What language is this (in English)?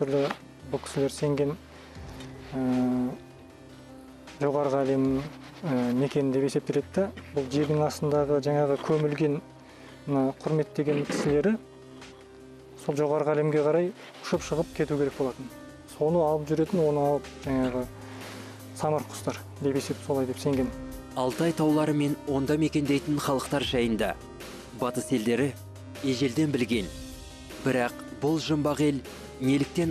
Kazakh